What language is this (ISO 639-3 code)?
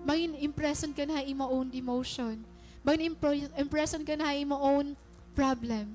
war